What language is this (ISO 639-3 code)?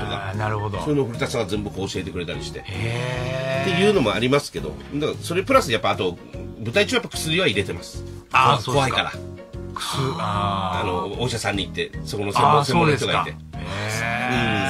jpn